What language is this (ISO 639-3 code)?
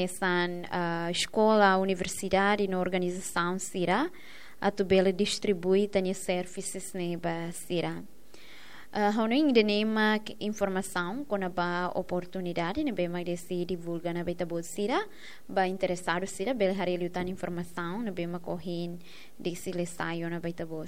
tet